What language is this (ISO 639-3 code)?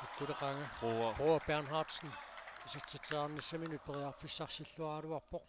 kal